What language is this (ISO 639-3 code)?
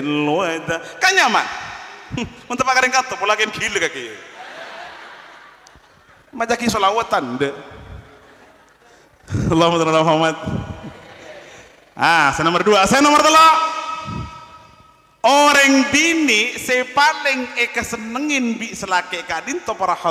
mad